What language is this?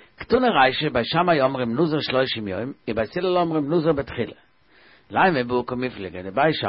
Yiddish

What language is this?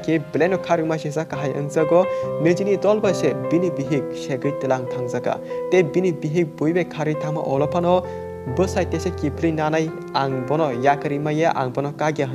Kok Borok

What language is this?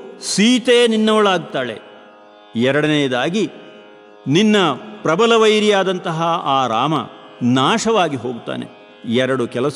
Kannada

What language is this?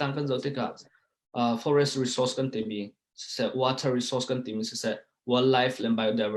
Hakha Chin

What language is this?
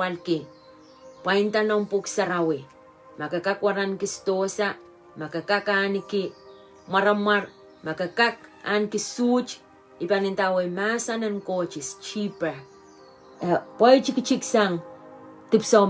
Pohnpeian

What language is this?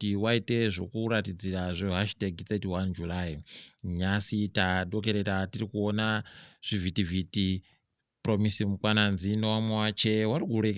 Ndau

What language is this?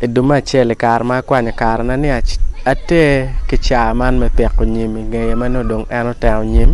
Acoli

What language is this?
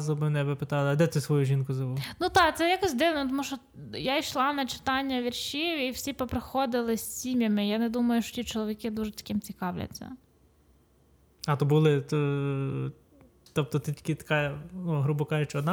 Ukrainian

